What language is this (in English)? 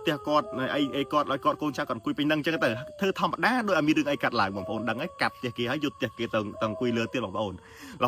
Khmer